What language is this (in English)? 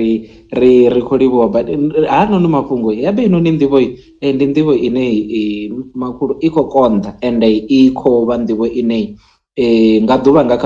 Venda